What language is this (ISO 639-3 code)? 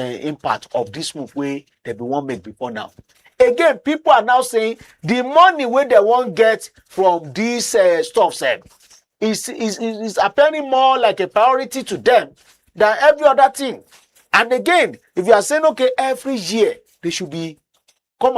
pcm